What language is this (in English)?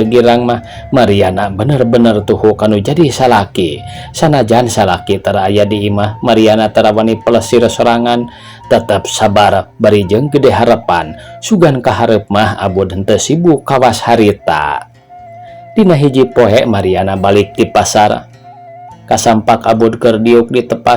Sundanese